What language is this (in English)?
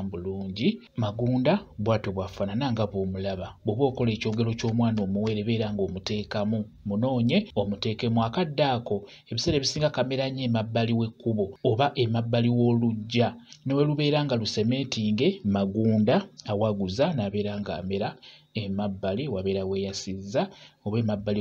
Ganda